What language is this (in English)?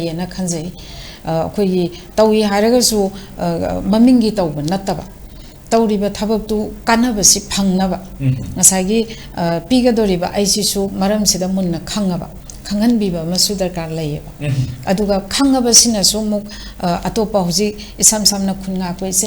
Manipuri